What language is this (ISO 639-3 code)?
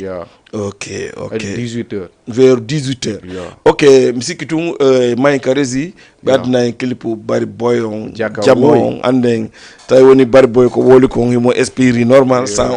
ful